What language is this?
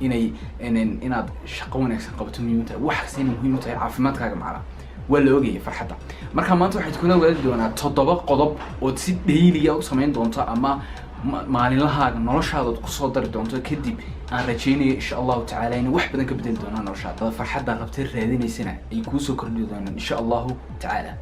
Somali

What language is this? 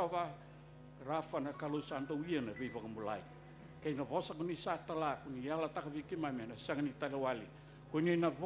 Fijian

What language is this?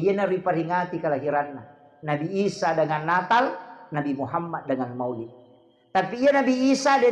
Buginese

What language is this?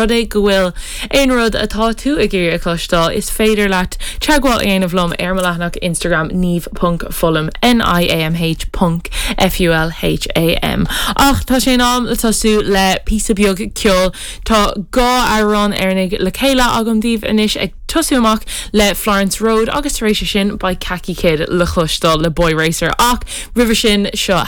Irish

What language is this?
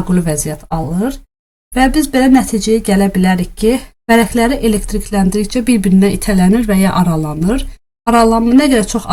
Azerbaijani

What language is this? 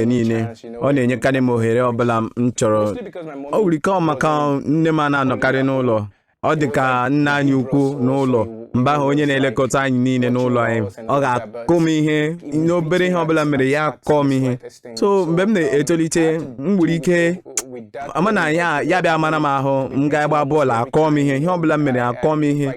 Igbo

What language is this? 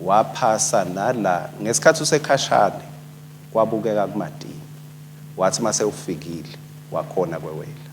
Swati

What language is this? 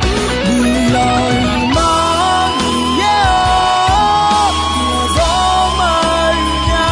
Akha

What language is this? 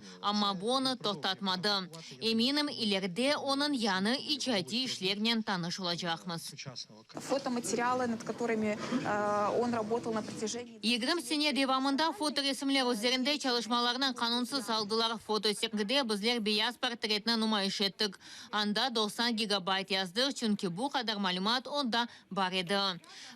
Crimean Tatar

